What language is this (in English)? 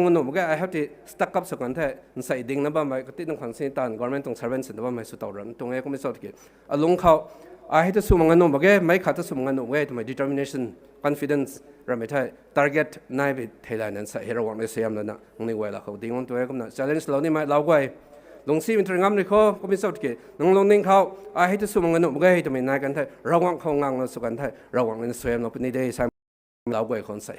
Rongmei Naga